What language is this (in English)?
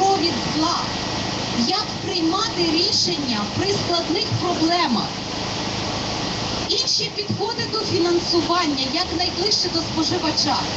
Ukrainian